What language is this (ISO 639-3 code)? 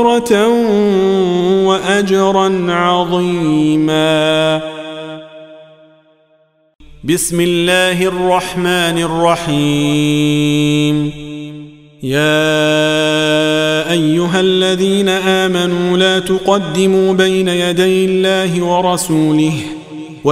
ara